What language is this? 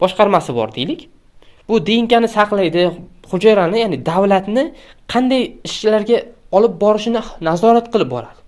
Uzbek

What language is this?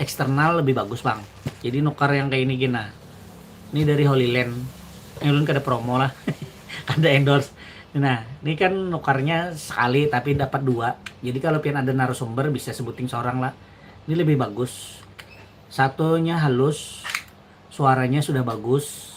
Banjar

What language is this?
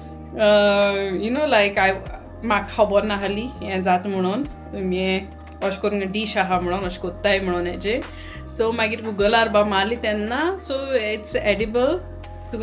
Konkani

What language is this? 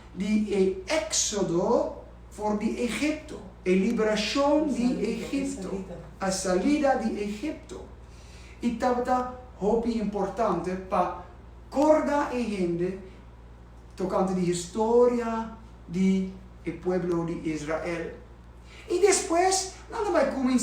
Papiamento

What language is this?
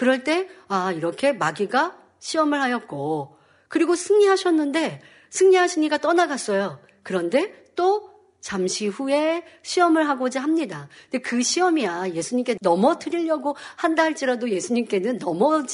Korean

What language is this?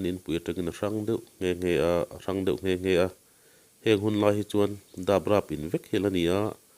Mizo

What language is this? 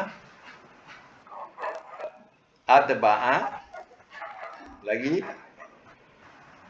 Malay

